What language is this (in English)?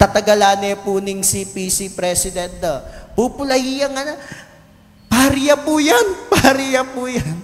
Pampanga